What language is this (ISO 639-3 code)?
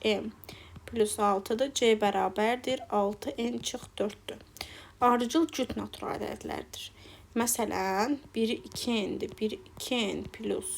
aze